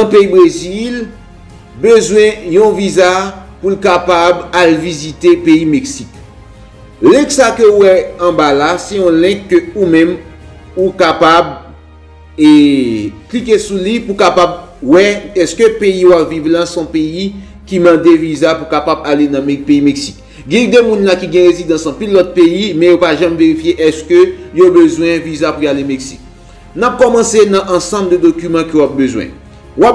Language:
Haitian Creole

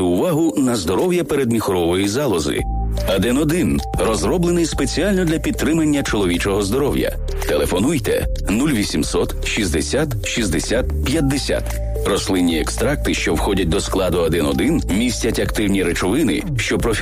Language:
Ukrainian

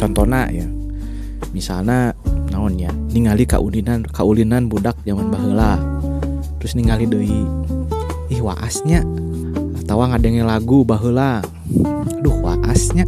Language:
Sundanese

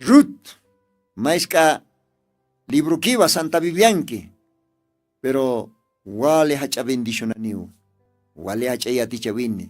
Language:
Aymara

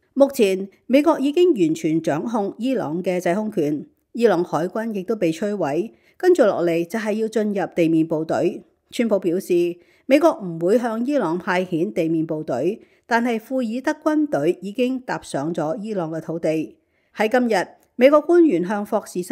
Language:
Cantonese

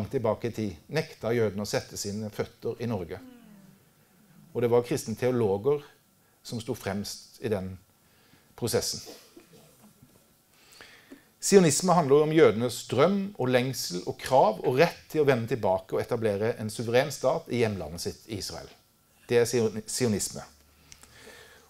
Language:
Norwegian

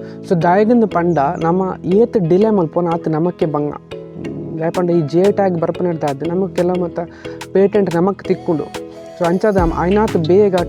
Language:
Tulu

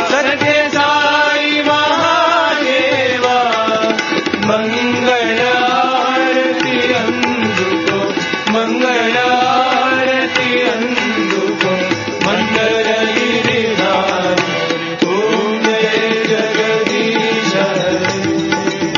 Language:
Telugu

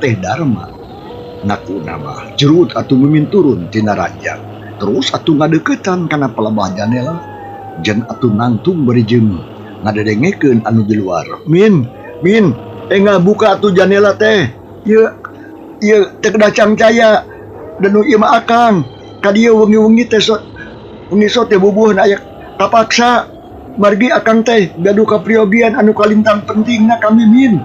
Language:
Sundanese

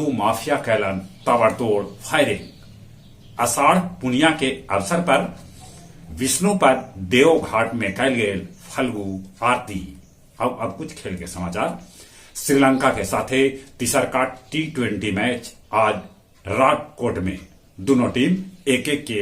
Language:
Magahi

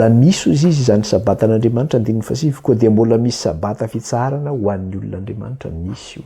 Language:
Malagasy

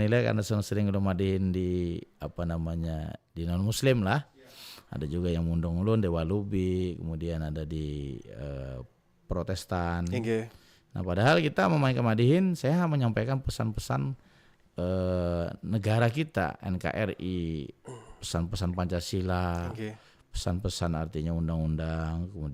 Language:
Banjar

